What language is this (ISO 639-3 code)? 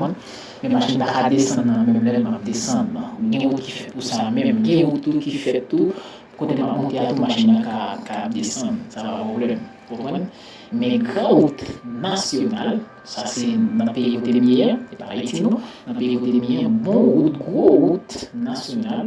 hat